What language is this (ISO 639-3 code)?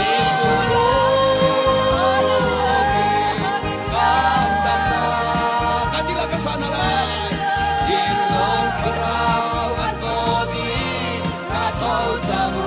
cnh